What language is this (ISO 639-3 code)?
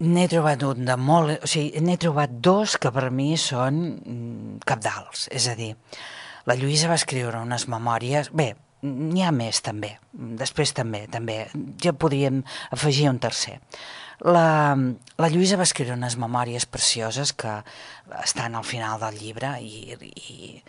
cat